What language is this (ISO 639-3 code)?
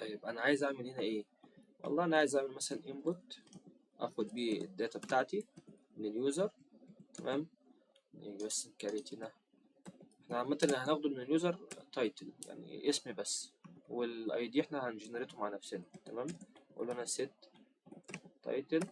arz